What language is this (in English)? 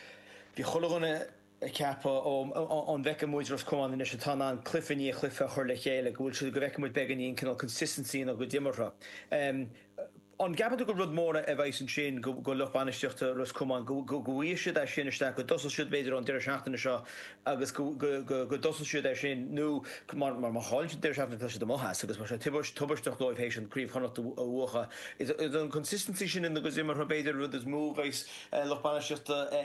Irish